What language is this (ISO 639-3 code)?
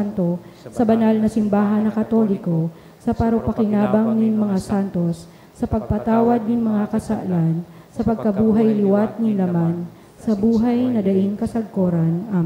bik